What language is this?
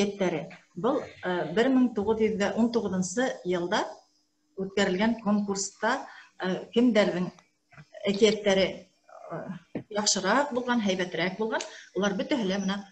Bashkir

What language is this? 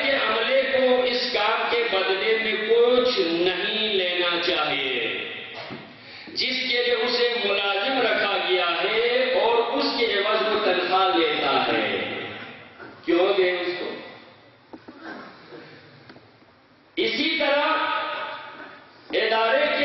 Urdu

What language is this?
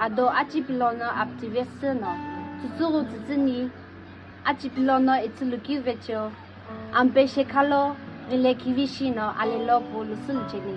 Sumi Naga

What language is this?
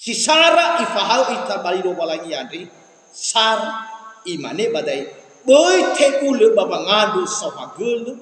Nias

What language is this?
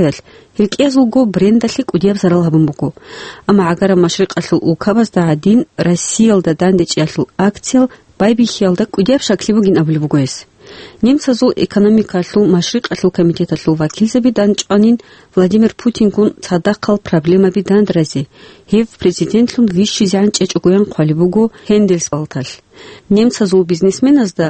Avaric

